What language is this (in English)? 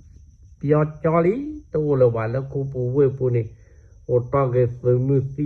S'gaw Karen